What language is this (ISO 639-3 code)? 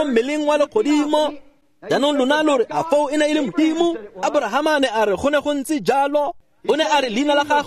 tsn